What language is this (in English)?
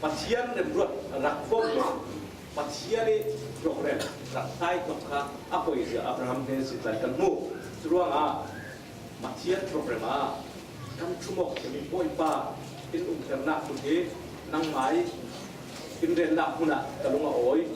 Falam Chin